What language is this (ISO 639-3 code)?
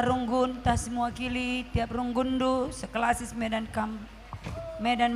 btx